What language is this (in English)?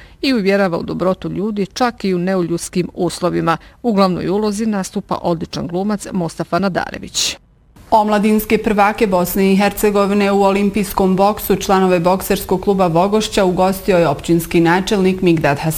Bosnian